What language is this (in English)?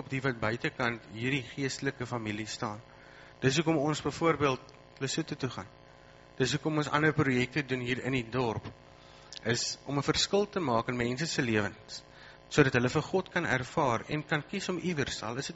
Afrikaans